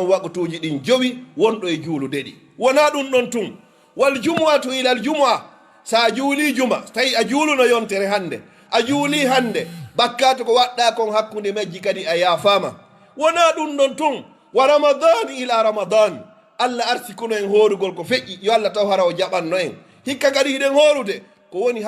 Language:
Fula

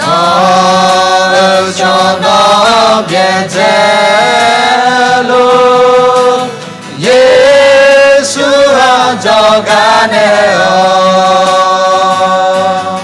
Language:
Akha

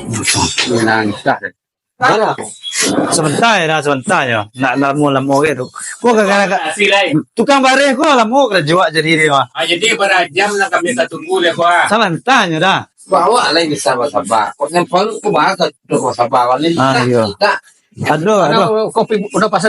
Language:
Minangkabau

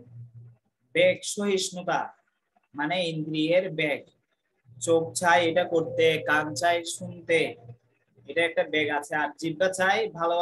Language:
Bangla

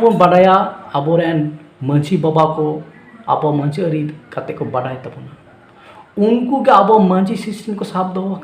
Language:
Santali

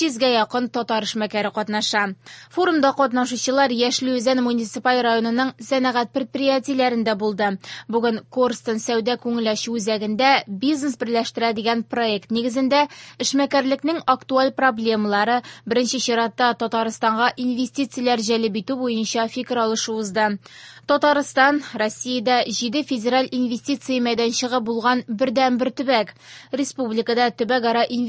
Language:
Tatar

